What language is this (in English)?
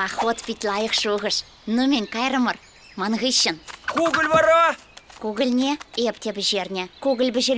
Chuvash